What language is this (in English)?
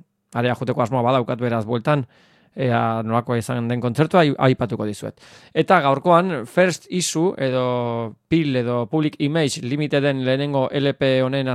Basque